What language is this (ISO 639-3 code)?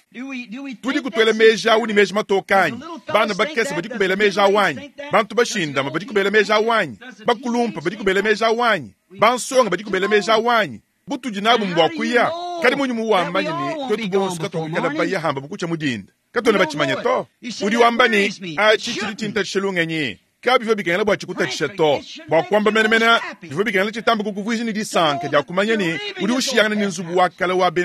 lua